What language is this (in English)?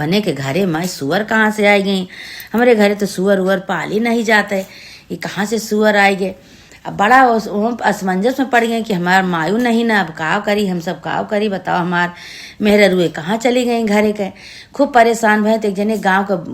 Awadhi